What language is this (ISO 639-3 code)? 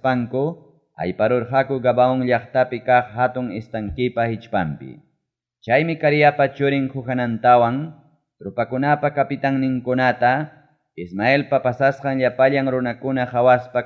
quy